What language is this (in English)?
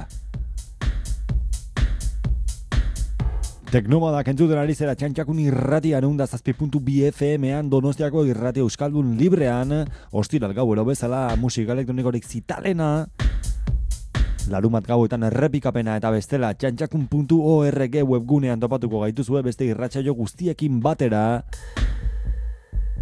Basque